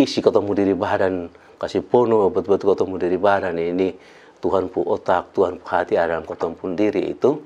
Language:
Kupang Malay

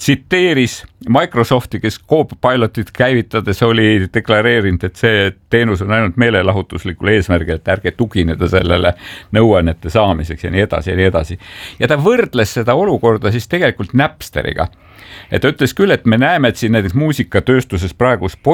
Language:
Estonian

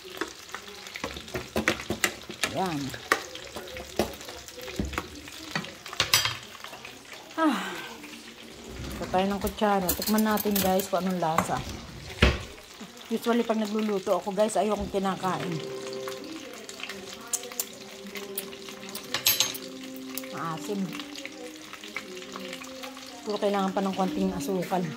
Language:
Filipino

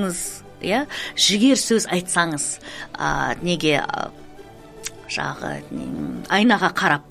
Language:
Kazakh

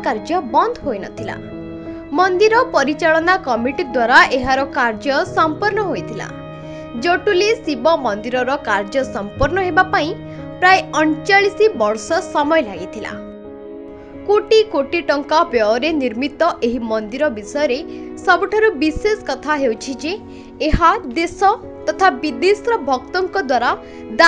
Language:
Odia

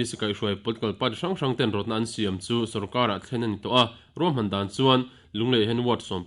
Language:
Mizo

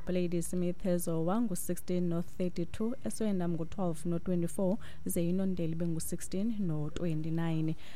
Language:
Xhosa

